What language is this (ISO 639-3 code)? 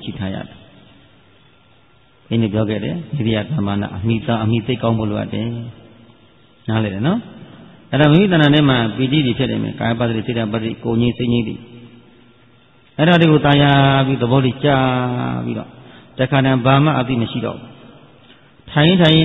mya